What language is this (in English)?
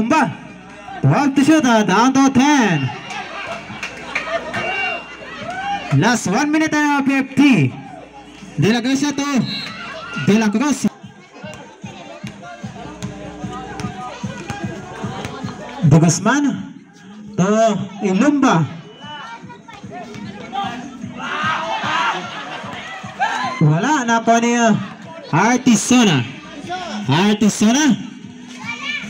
Filipino